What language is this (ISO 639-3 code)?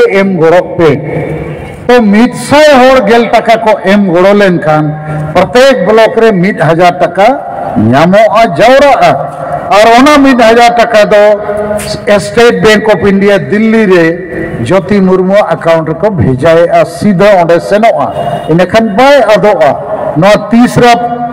sat